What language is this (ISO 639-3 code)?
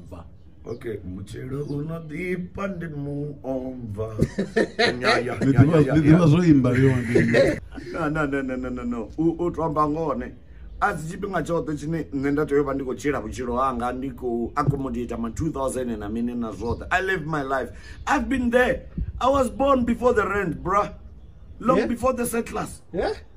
ven